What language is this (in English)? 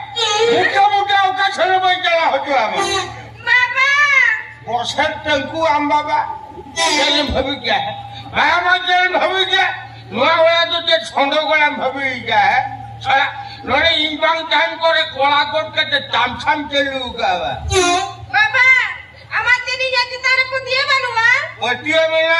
Santali